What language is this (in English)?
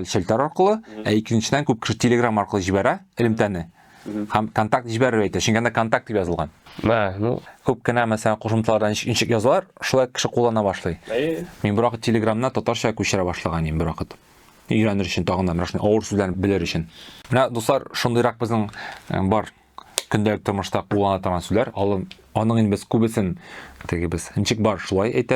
Tatar